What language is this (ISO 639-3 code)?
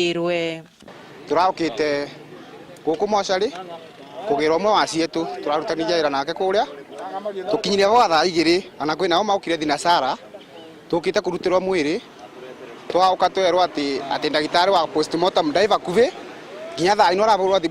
mer